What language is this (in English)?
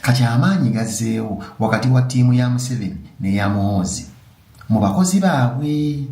Ganda